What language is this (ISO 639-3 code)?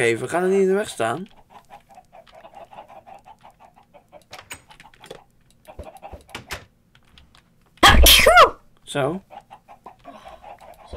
nld